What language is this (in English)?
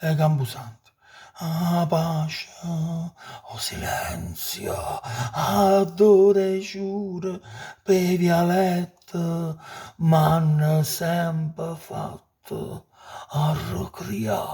Neapolitan